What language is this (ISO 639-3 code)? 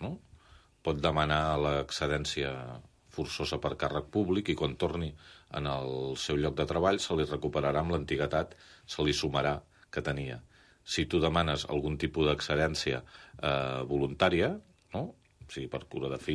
cat